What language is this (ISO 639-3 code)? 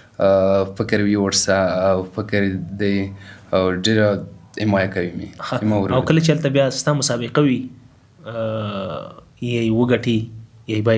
pus